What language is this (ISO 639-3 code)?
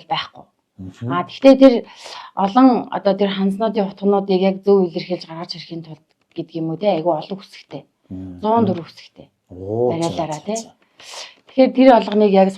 mon